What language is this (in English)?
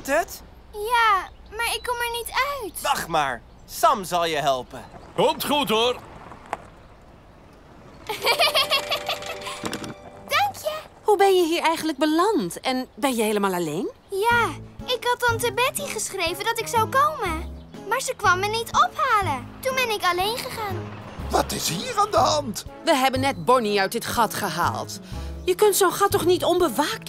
Dutch